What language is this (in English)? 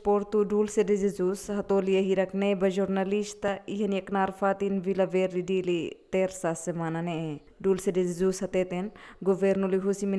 Tetum